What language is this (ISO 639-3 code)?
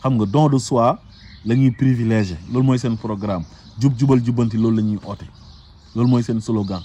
wol